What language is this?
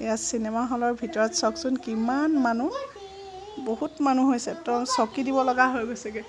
Assamese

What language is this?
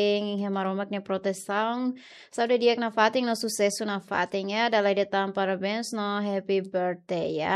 Tetum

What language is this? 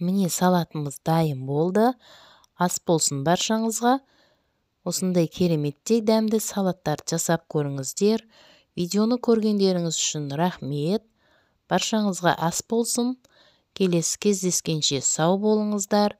Kazakh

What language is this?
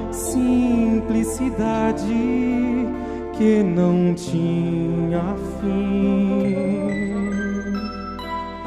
Portuguese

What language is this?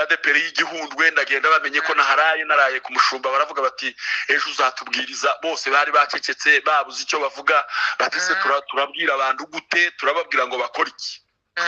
Kinyarwanda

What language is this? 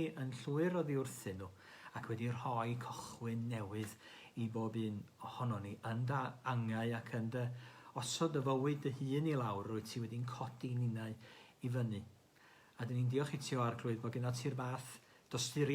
Welsh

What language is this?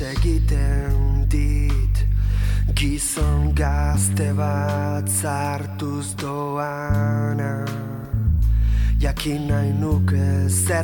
Basque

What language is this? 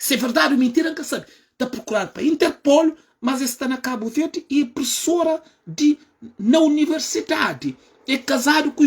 Kabuverdianu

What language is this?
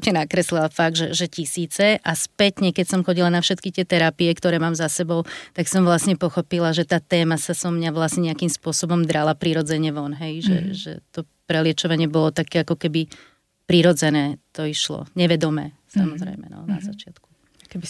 Slovak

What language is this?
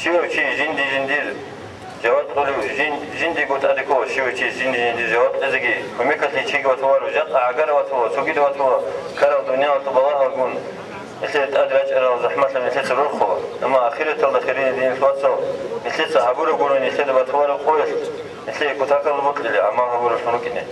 Avaric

